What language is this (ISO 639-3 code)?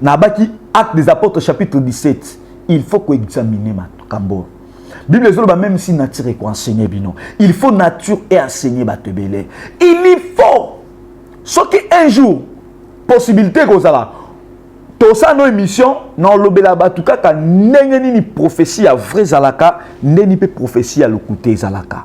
lin